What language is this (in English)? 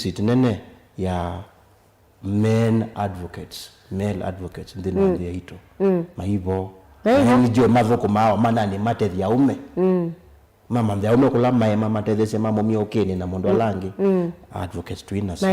Kamba